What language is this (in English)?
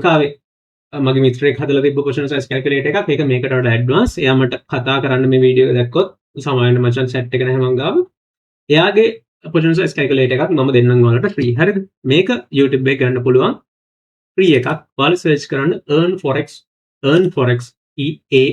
Sinhala